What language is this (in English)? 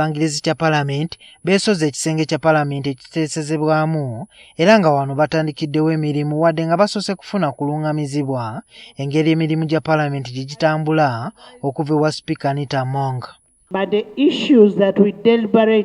Ganda